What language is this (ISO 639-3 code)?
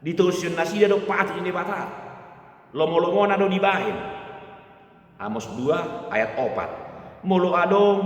bbc